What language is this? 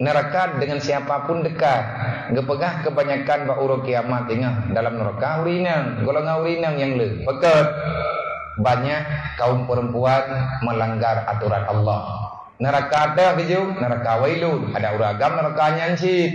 Achinese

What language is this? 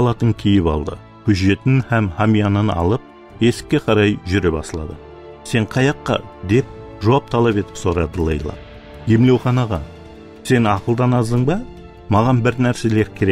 Kara-Kalpak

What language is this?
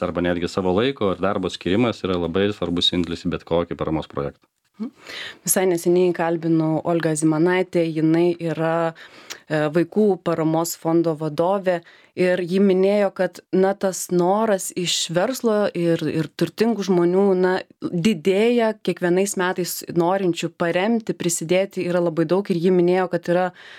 Lithuanian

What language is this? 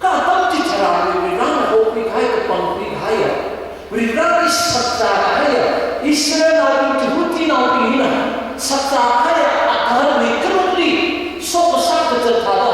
Tangkhul Naga (India)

